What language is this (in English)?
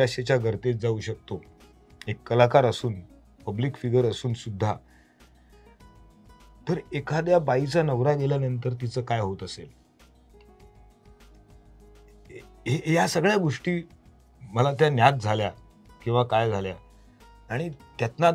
Marathi